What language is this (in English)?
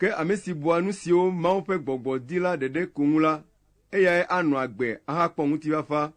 Ewe